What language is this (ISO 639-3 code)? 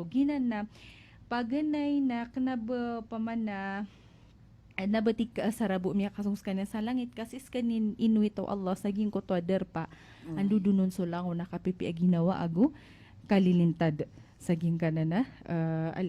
mrw